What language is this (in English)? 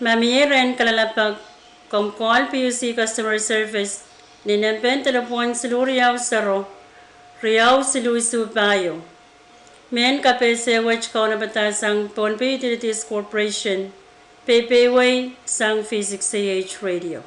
Pohnpeian